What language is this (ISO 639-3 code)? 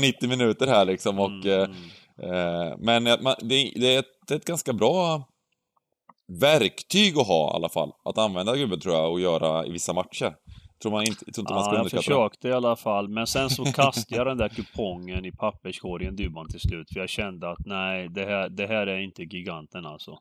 swe